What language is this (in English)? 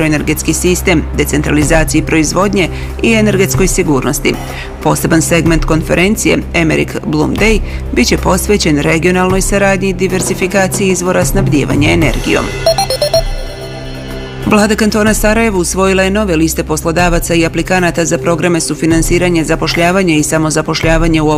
Bosnian